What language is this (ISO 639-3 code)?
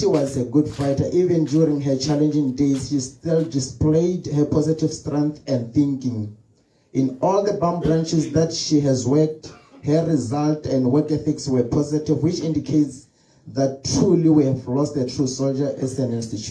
tsn